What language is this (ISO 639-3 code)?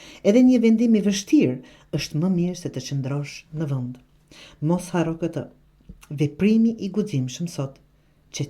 sqi